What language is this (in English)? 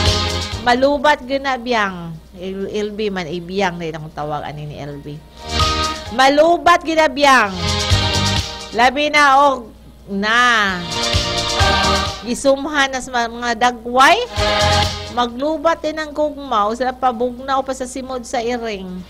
Cebuano